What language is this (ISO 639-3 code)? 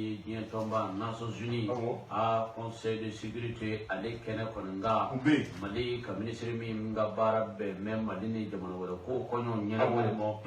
bam